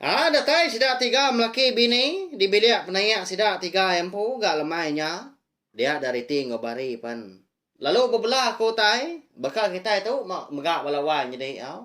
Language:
Iban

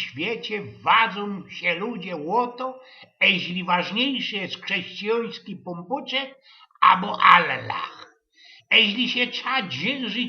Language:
Silesian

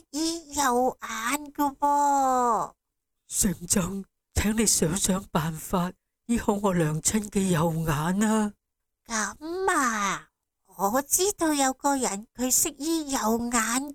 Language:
Cantonese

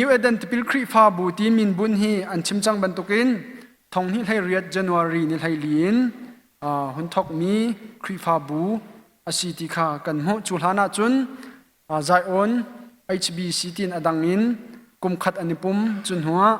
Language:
Hakha Chin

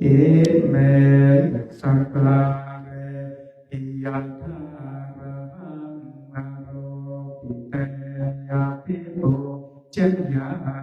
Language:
Pali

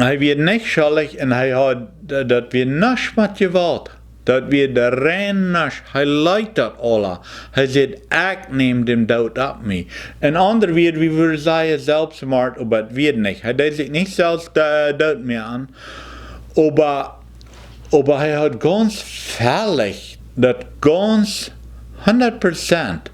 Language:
Plautdietsch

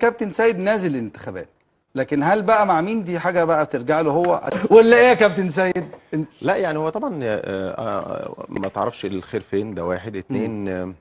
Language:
Egyptian Arabic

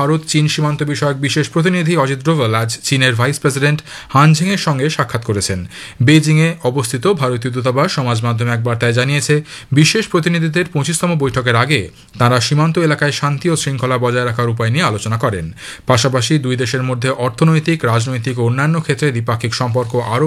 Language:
Bangla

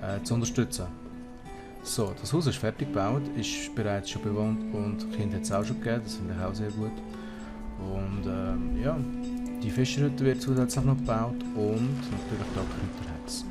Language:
Swiss German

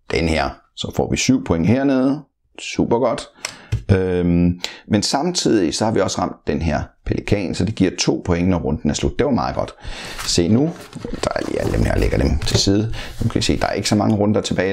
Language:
Danish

